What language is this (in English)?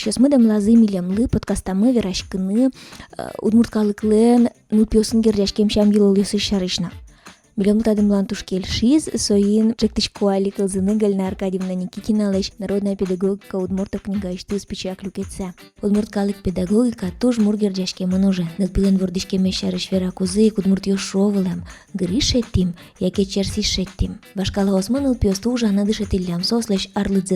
Udmurt